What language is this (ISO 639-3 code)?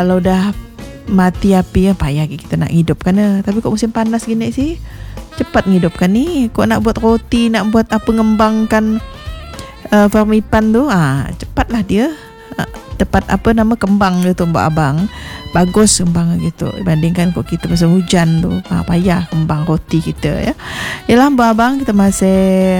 msa